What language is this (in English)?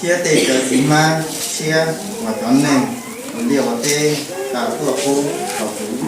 Hmong